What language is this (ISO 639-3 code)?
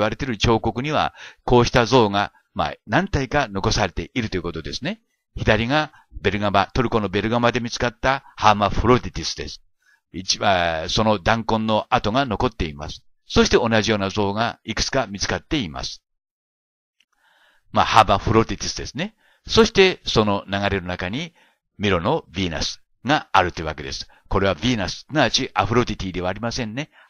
jpn